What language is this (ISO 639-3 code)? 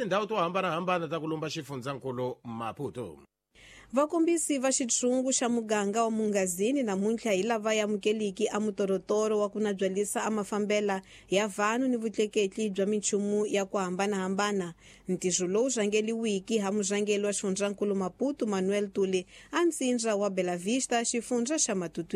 tso